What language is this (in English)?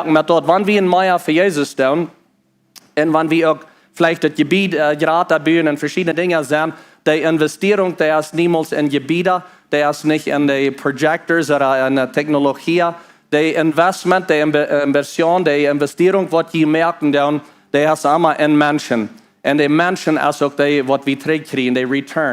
Plautdietsch